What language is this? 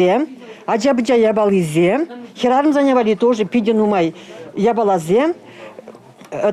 Chuvash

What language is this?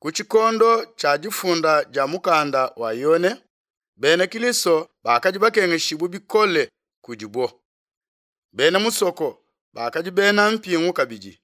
Luba-Lulua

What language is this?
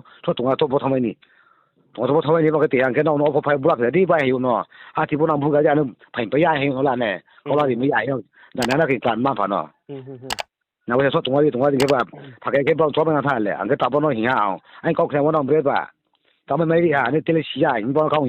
Riang (India)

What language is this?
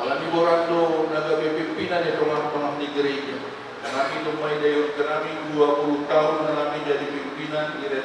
Batak Simalungun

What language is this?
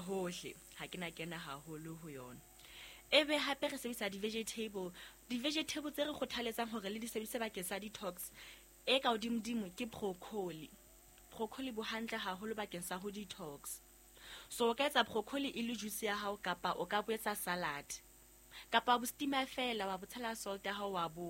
Southern Sotho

